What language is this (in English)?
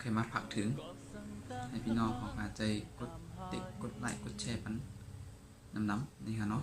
Shan